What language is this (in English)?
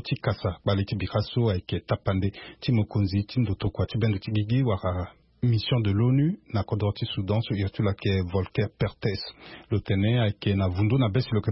Sango